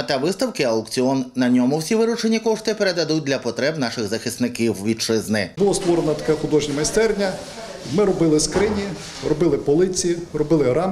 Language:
Ukrainian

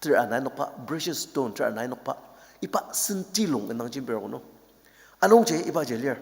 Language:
Ao Naga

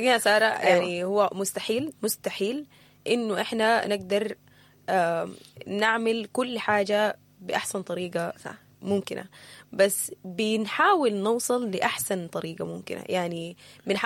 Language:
Sudanese Arabic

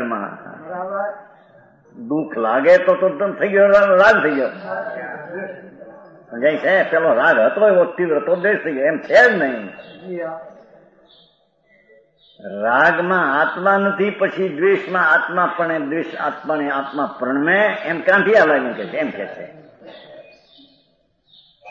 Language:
Gujarati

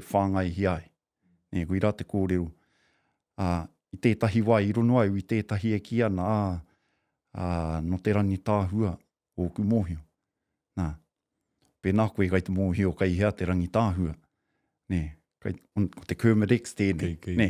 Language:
Māori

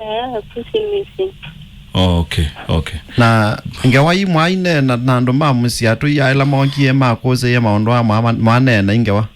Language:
Kamba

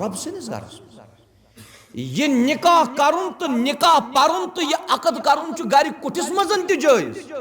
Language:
Kashmiri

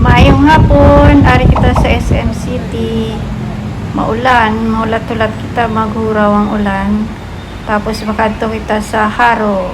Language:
Hiligaynon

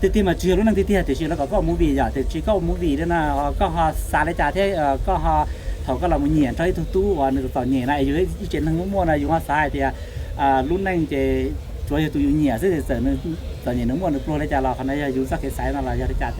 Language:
Hmong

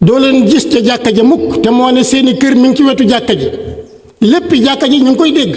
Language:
Wolof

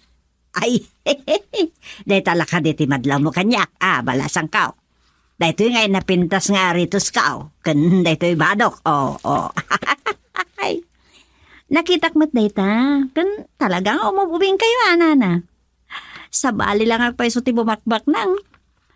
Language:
Iloko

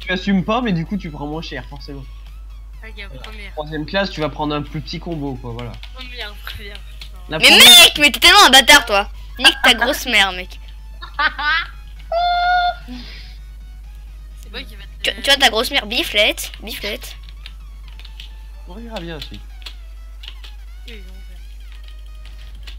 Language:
French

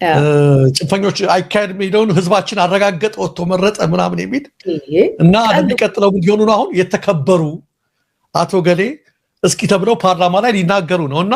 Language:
Amharic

